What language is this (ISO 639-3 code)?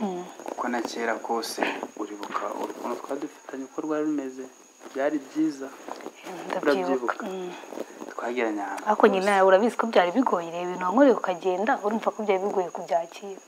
kin